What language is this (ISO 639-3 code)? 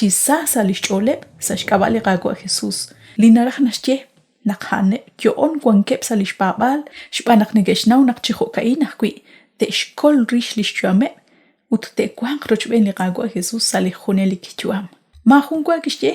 kek